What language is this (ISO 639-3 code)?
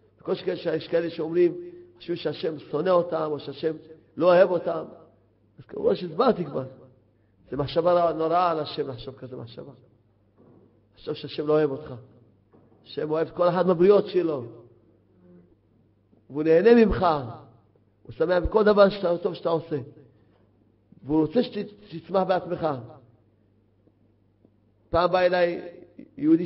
heb